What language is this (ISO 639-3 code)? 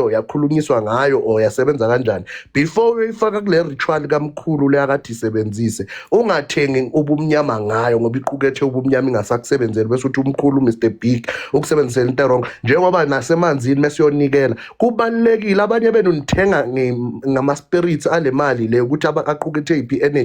zul